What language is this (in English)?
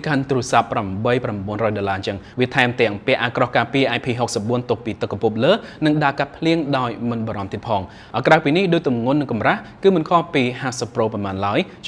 Khmer